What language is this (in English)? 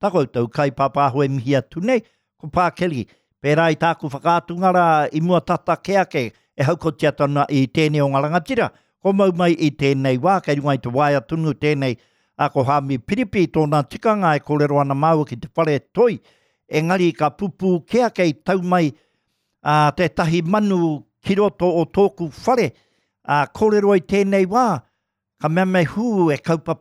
Māori